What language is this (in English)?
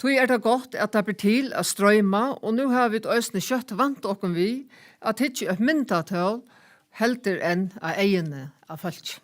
Faroese